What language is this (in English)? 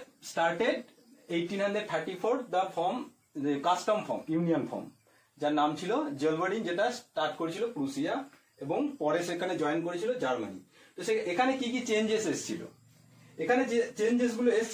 Bangla